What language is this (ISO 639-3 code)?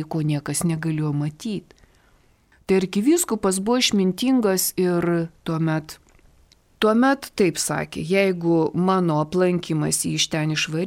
lit